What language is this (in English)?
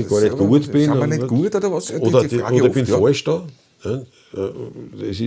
Bavarian